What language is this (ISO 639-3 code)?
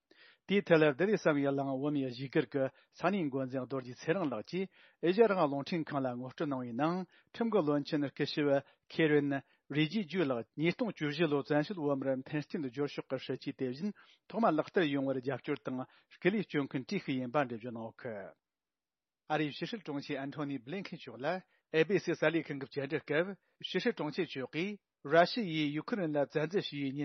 bod